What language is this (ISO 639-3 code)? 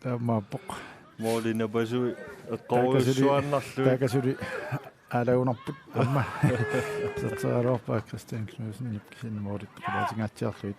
kal